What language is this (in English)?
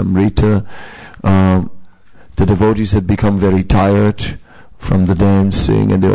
English